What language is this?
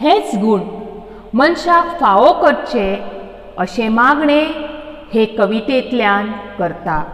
Konkani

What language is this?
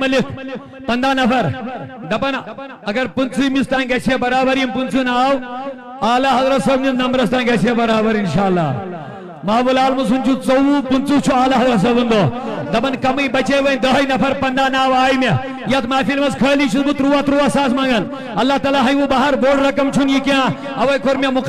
Kashmiri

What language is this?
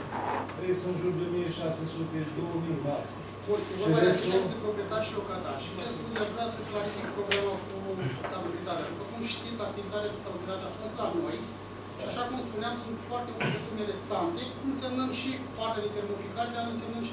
Romanian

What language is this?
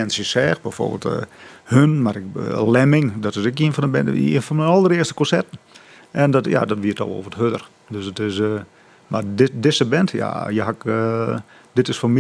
Western Frisian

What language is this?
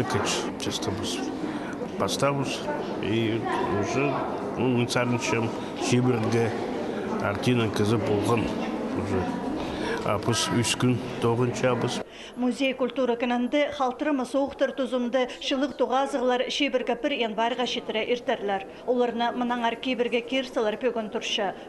Khakas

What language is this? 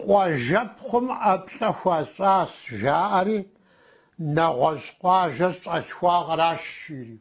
Kabardian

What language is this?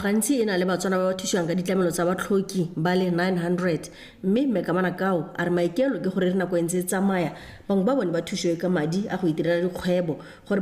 Tswana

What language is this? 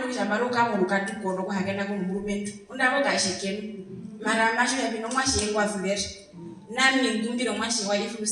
Herero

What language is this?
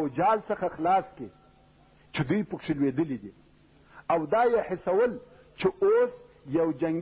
Pashto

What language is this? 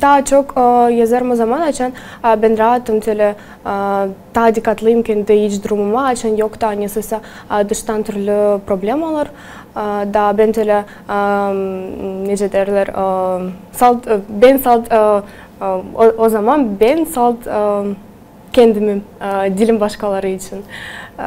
Gagauz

